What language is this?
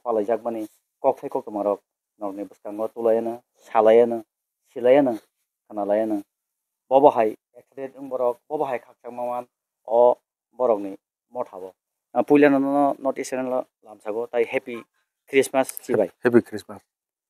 Kok Borok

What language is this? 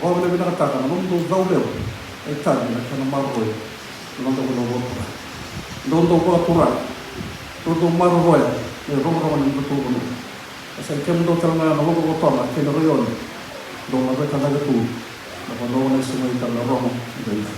Fijian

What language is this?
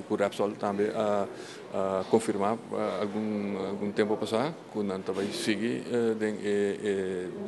Papiamento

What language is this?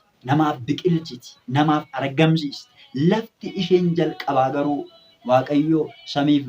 Oromo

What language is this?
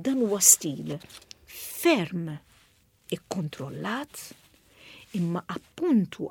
Maltese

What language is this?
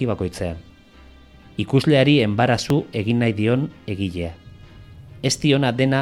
Basque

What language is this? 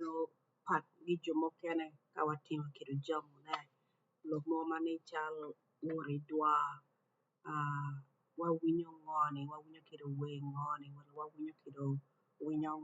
Acoli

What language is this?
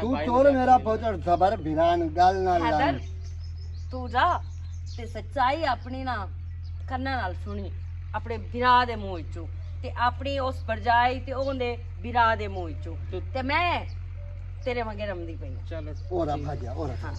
Western Panjabi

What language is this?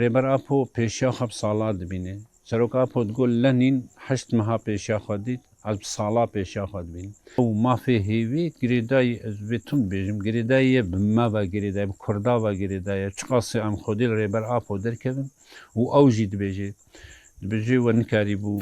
Kurdish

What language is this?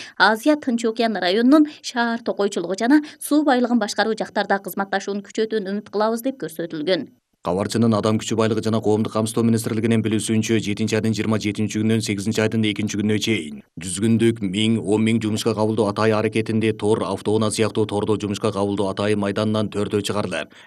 Kyrgyz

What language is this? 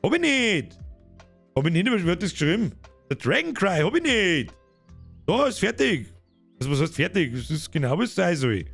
Bavarian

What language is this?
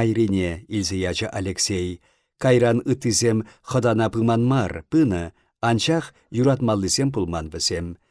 Chuvash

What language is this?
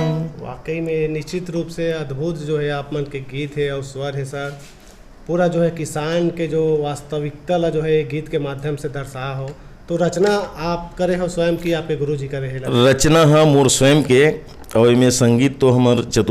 Chhattisgarhi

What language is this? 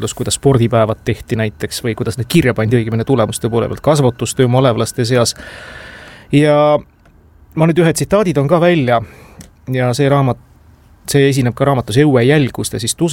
Estonian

